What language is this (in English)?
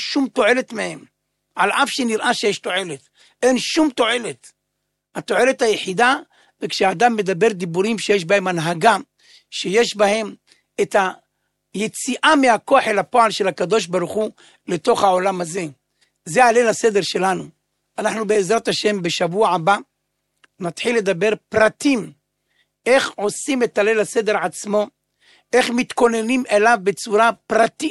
Hebrew